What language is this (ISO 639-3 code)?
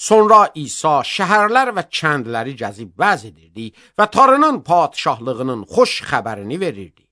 aze